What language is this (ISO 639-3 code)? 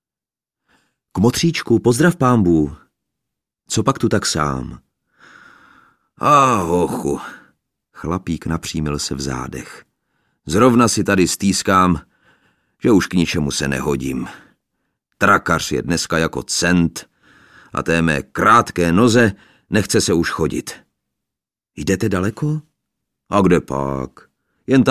ces